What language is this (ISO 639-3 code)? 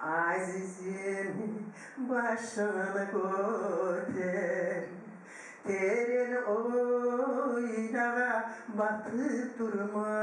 kum